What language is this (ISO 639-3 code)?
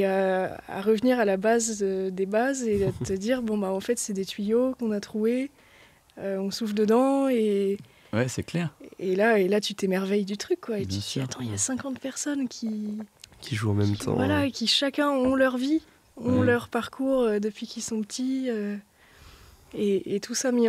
fra